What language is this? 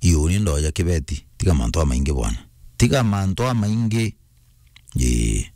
Meru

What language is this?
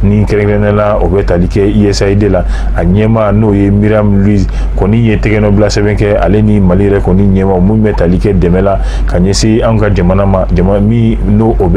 Bambara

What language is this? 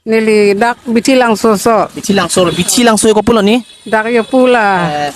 Karbi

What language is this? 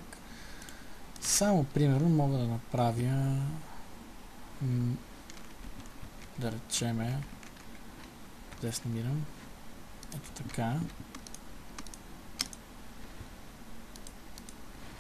Bulgarian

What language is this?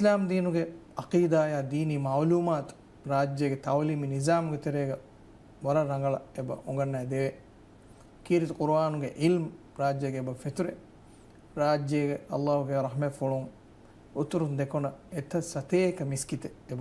Divehi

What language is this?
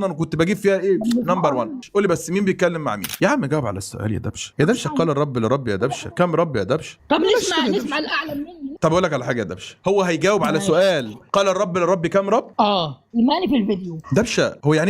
Egyptian Arabic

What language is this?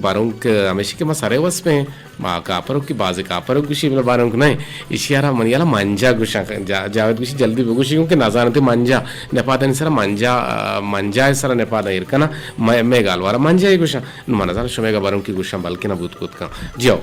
Eastern Balochi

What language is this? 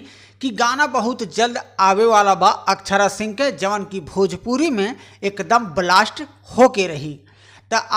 Bhojpuri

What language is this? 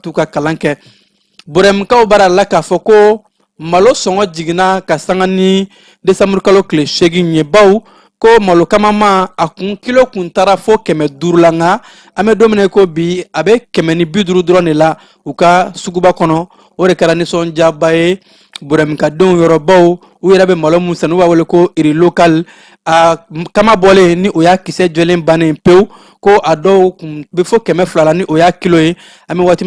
Bambara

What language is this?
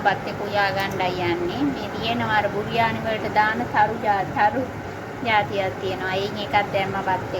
Sinhala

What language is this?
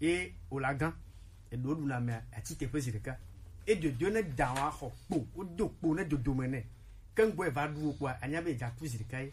Gen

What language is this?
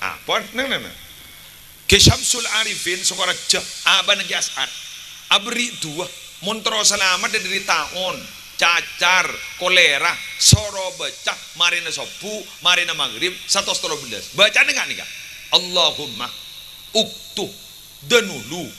Madurese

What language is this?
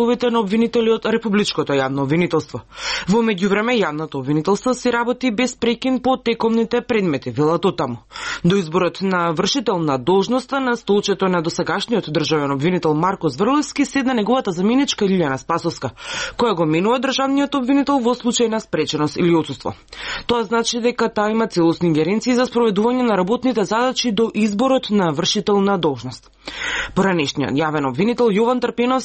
Macedonian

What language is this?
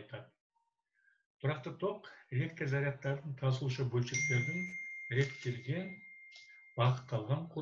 Kazakh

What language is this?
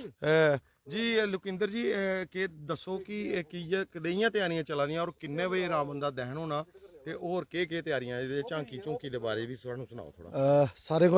Dogri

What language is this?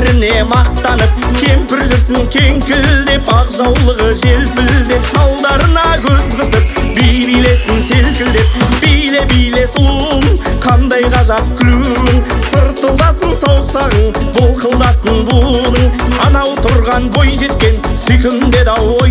Kazakh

